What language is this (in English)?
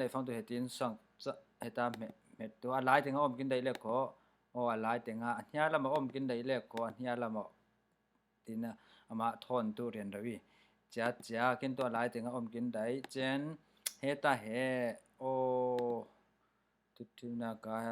Falam Chin